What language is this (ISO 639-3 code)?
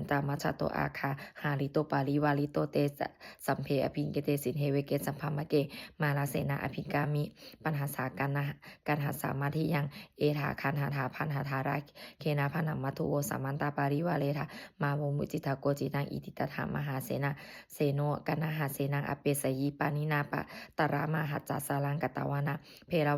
pli